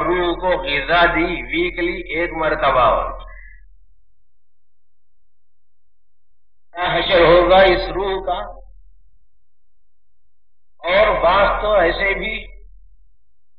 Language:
Urdu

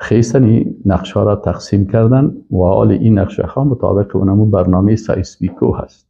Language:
Persian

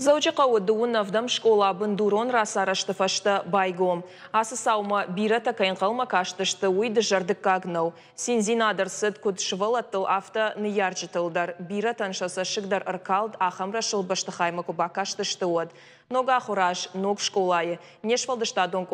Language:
Ossetic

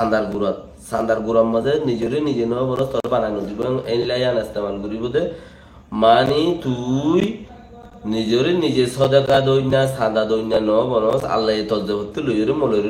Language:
Rohingya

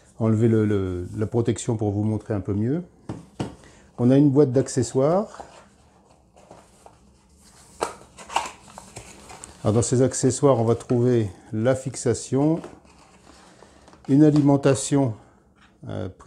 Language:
French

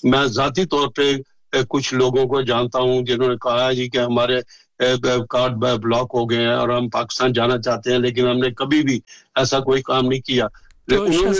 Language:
Urdu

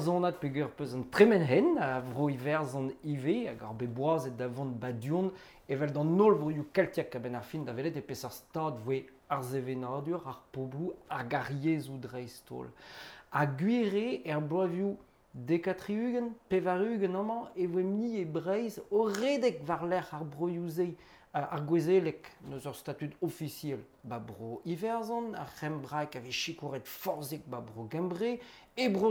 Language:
Breton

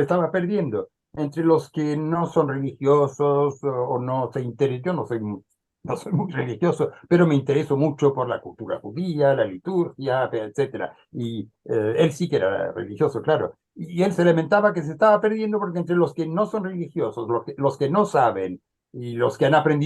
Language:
Ladino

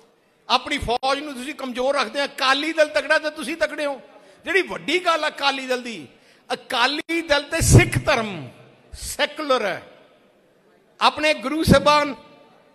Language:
Punjabi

